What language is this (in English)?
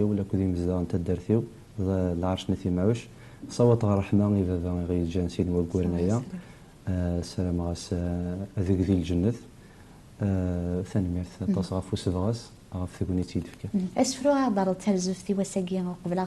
Kabyle